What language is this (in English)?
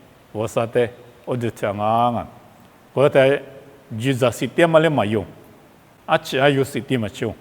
Lisu